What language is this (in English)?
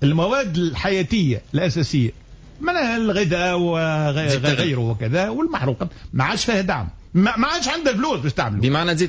Tunisian Arabic